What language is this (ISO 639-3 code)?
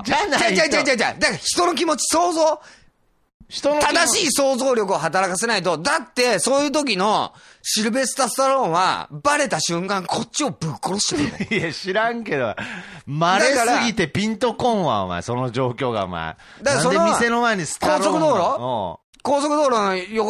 jpn